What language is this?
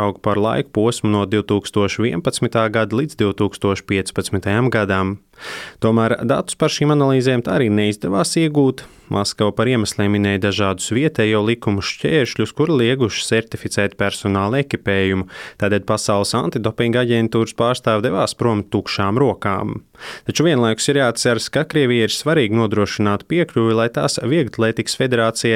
Latvian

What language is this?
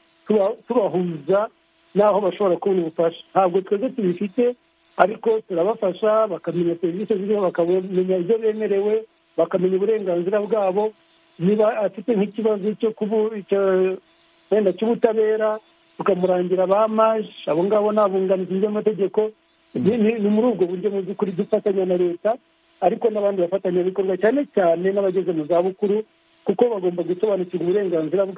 Kinyarwanda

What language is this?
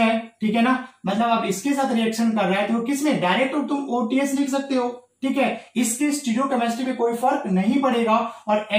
Hindi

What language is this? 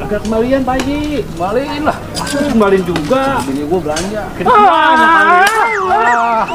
Betawi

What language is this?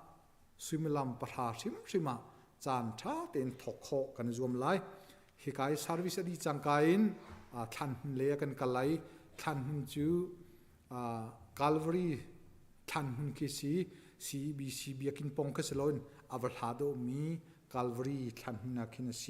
Hakha Chin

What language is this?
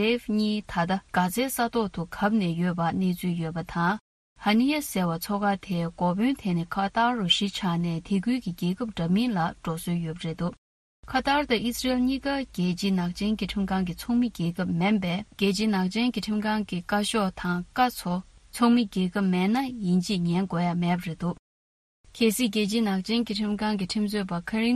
Tibetan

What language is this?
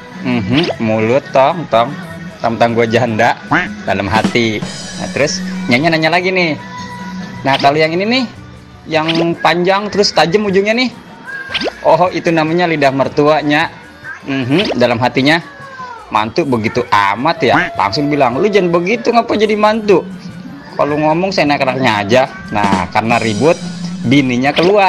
Betawi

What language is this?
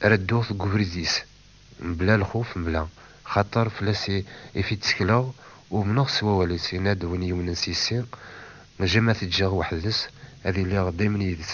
Kabyle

